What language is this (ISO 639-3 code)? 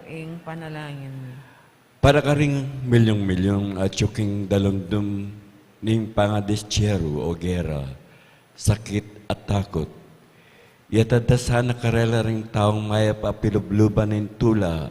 pam